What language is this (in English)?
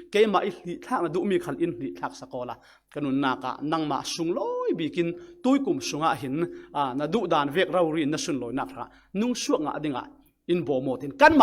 Falam Chin